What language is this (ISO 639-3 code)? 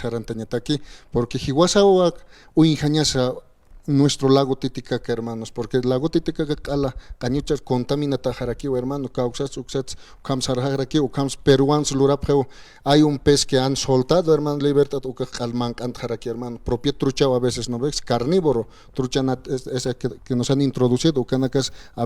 aym